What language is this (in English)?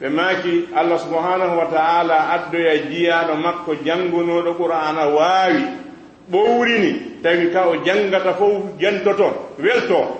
Fula